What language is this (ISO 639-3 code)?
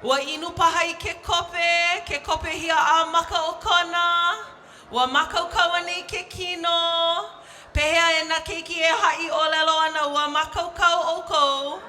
haw